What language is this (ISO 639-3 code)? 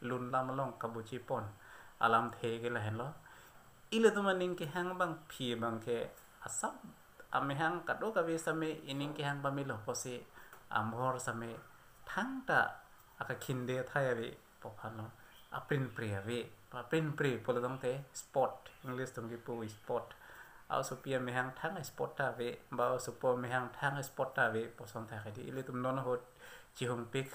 mjw